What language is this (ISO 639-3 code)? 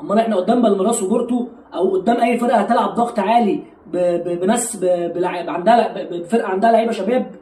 arz